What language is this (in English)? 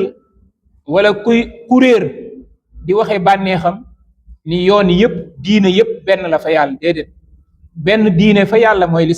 Wolof